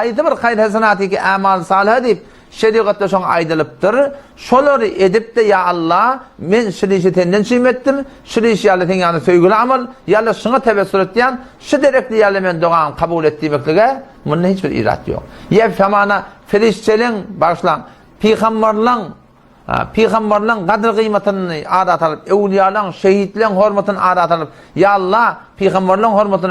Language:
Turkmen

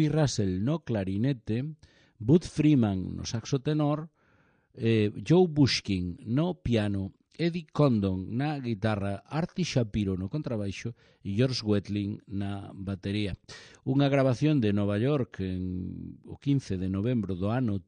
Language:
Galician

